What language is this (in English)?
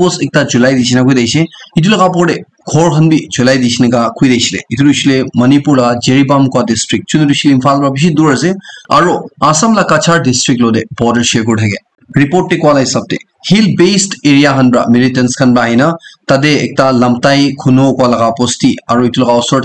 Naga Pidgin